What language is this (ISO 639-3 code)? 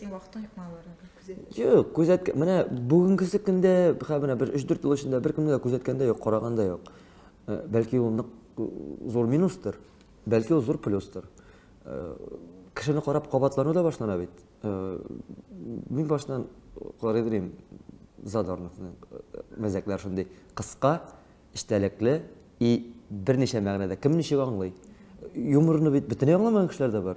tat